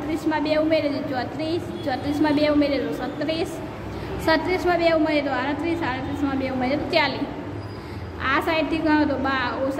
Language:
Gujarati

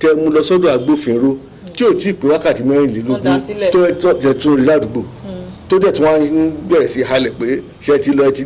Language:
Yoruba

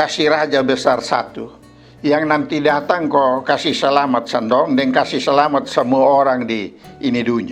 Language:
Kupang Malay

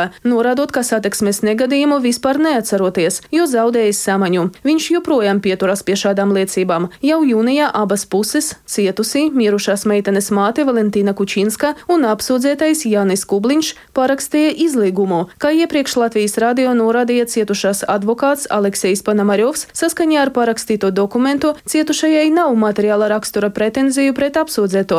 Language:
Latvian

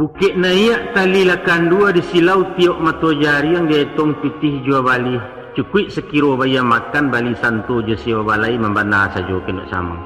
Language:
Minangkabau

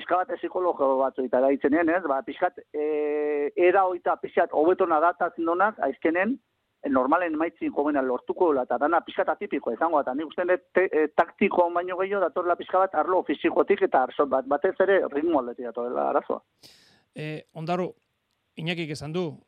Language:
Basque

